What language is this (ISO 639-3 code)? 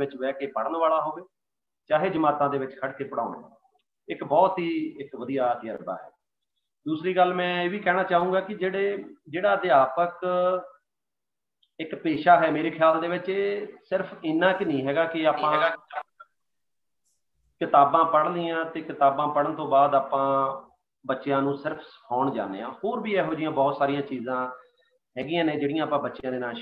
pan